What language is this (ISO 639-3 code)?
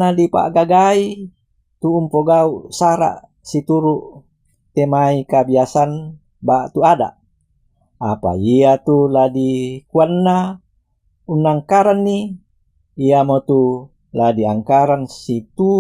sda